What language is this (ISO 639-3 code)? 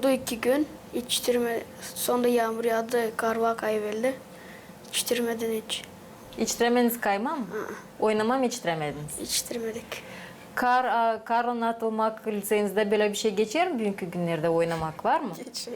gag